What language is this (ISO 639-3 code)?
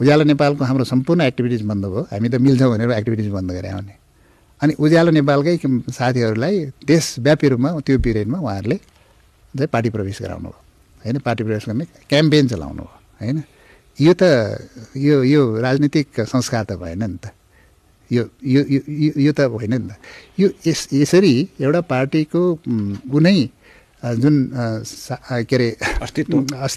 nep